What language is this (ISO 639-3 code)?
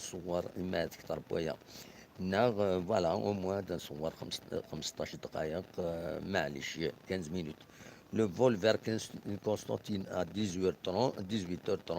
kab